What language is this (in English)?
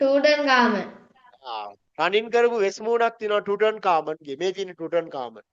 Sinhala